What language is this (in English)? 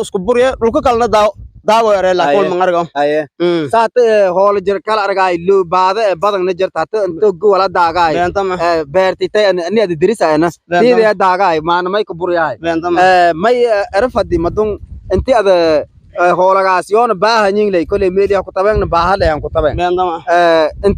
Somali